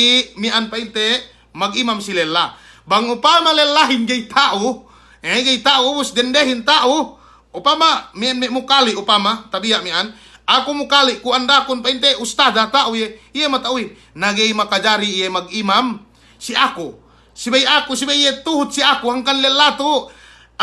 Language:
Yakan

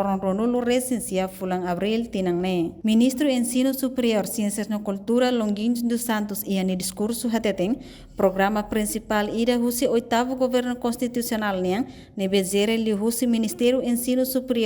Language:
Tetum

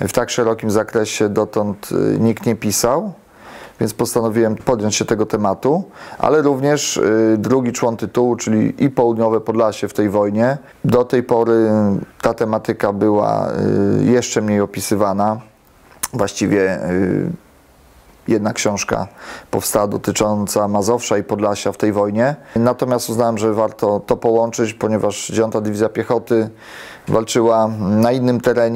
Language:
Polish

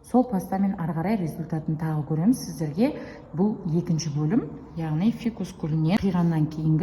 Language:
Kazakh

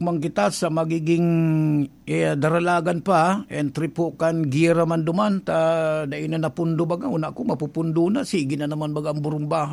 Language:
Bikol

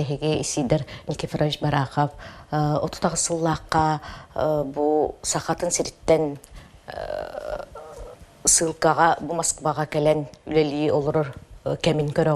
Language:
Yakut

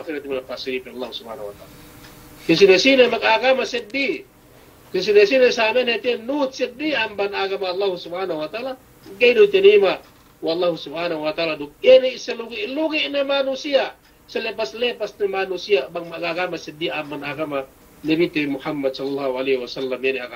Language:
Yakan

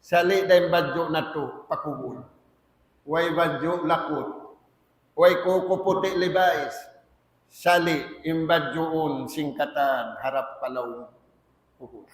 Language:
Tausug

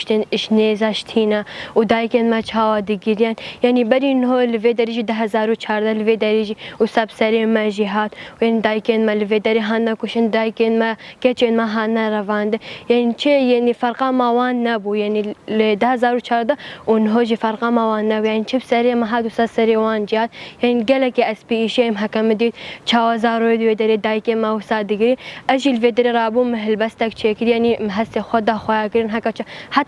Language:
Kurdish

